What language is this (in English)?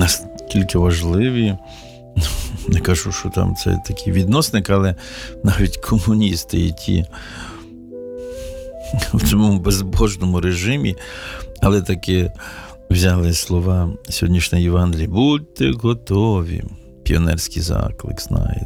Ukrainian